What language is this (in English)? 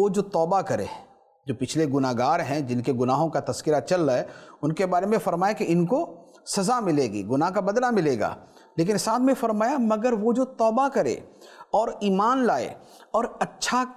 Urdu